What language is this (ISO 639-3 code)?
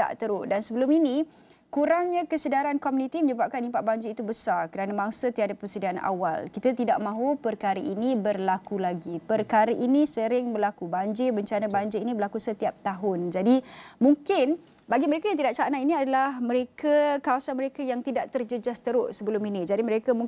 msa